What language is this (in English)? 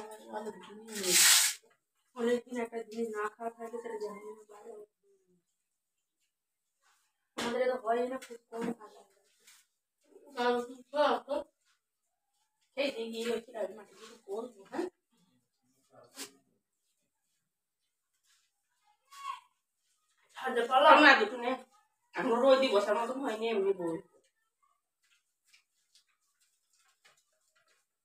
Bangla